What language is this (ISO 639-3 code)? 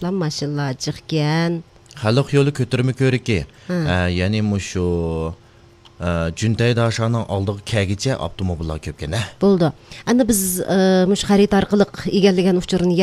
uig